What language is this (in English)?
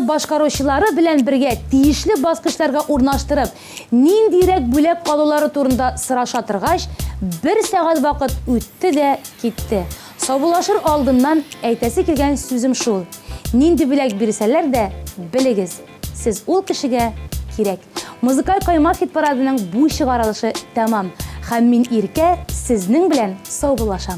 Tatar